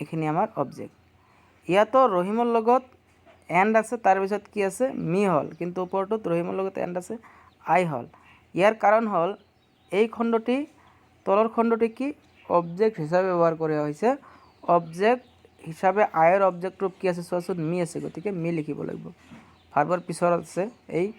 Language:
Assamese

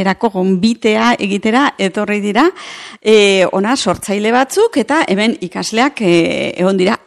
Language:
Basque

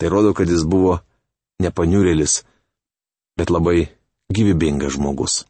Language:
Lithuanian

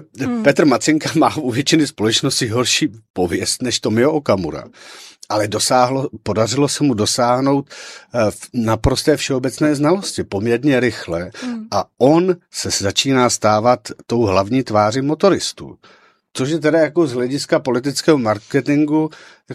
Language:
Czech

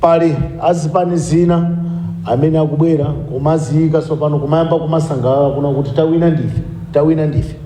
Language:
Nyanja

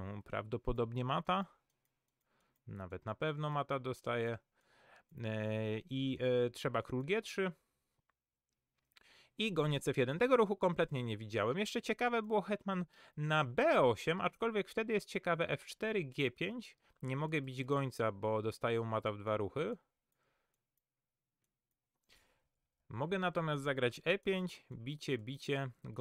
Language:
Polish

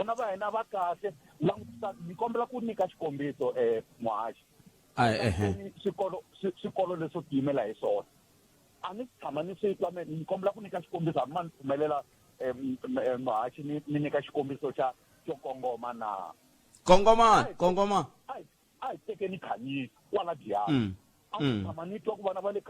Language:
Tsonga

